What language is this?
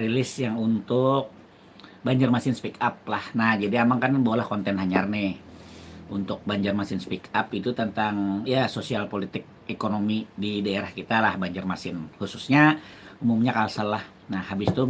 Banjar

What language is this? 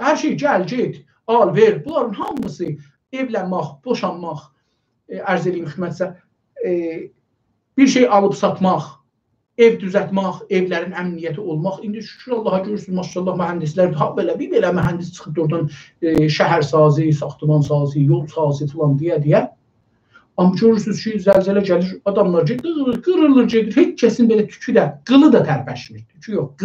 South Azerbaijani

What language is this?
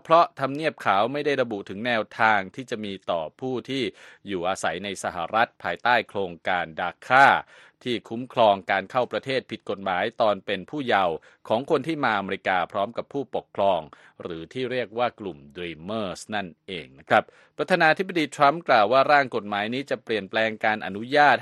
Thai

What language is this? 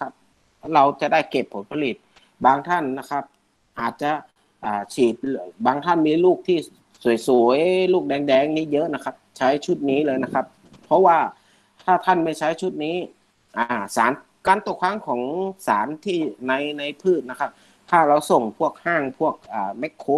Thai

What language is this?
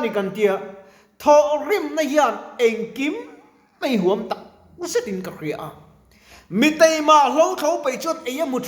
Mizo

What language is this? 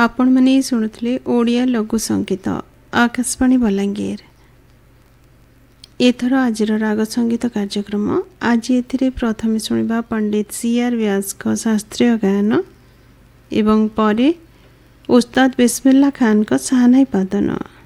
Odia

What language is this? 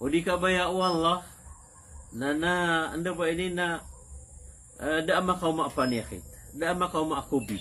Maranao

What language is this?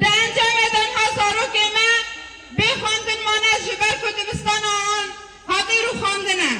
Kurdish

